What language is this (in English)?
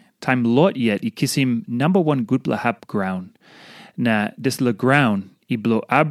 Tok Pisin